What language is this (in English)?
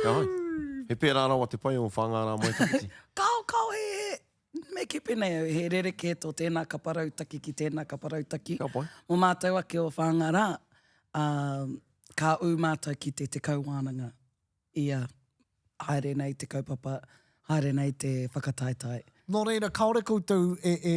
Māori